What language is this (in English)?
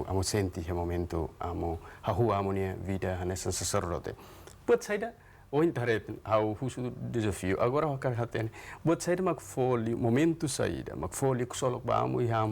Tetum